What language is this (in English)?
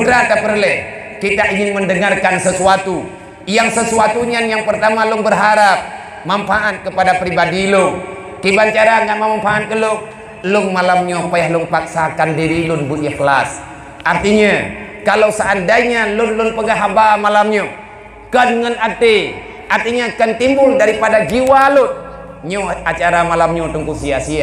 Achinese